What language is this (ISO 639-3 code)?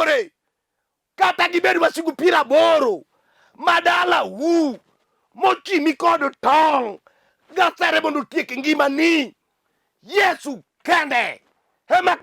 luo